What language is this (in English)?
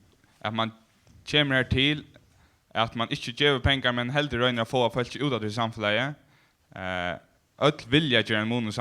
Faroese